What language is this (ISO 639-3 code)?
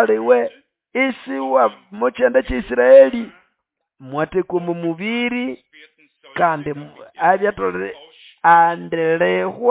nnb